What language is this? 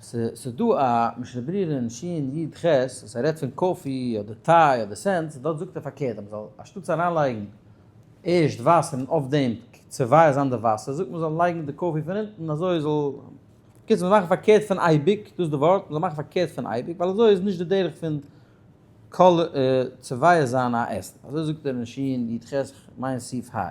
Yiddish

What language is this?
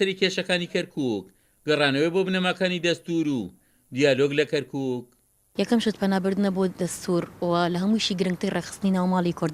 Central Kurdish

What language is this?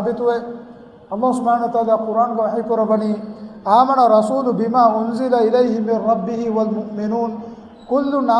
Divehi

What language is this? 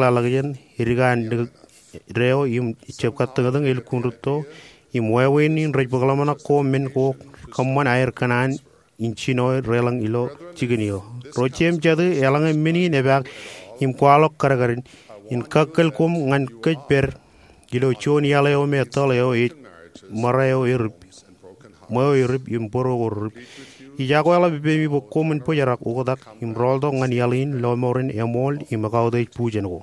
Marshallese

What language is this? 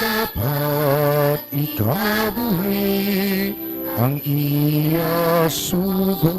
Hiligaynon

